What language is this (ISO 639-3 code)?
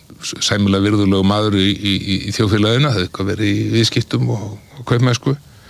isl